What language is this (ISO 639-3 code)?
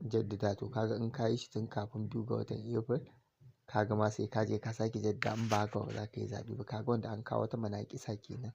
hau